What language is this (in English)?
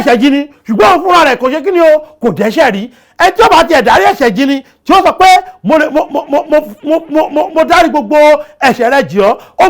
Yoruba